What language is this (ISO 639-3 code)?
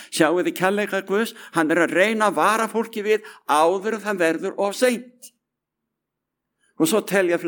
isl